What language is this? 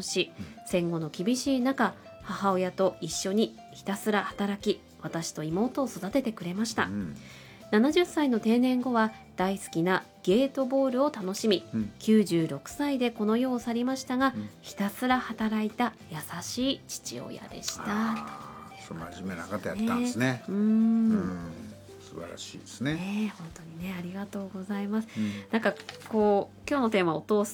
Japanese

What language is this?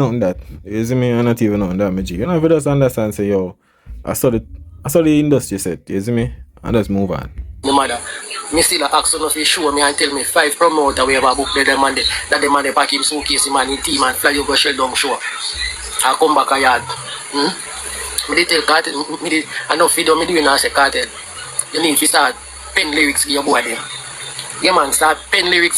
Jamaican Creole English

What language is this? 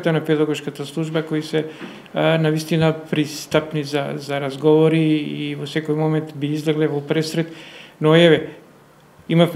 Macedonian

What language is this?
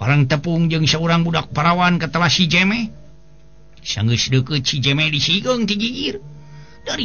Sundanese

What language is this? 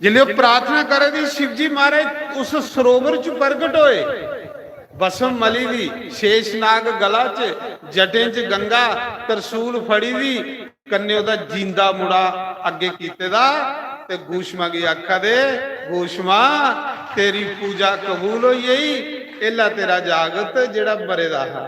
Dogri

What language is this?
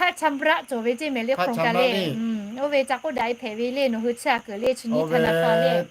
Lahu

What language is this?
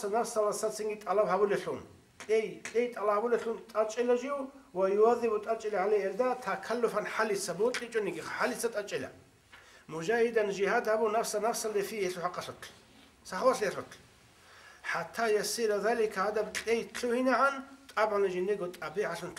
Avaric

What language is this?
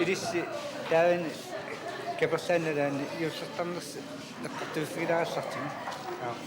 Kalaallisut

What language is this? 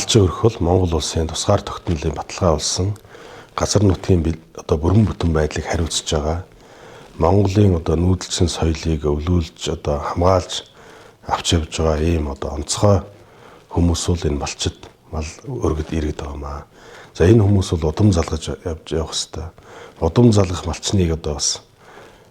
Mongolian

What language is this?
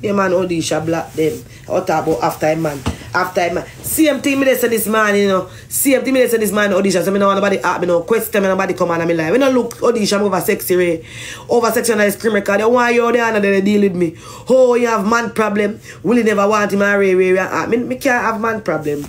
Jamaican Creole English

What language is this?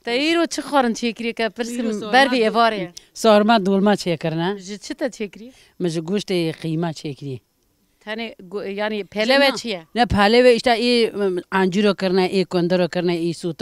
Kurdish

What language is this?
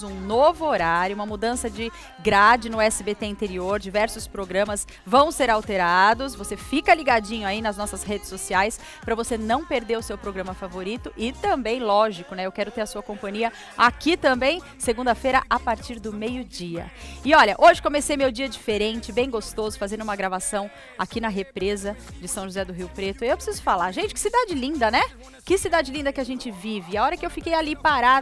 Portuguese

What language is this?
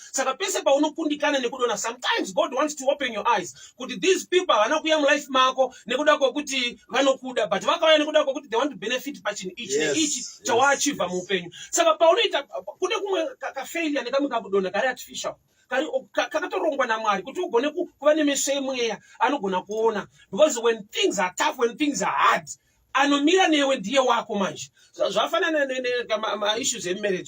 Shona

